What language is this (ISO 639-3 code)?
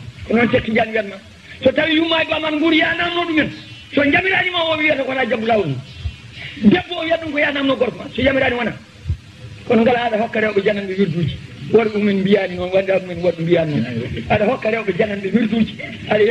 ful